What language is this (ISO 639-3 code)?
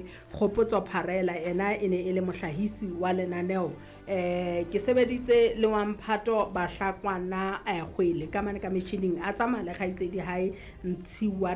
sot